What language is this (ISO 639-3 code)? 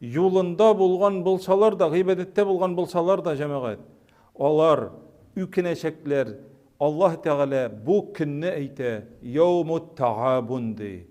tat